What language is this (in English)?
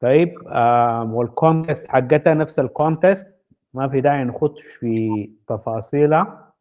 Sudanese Arabic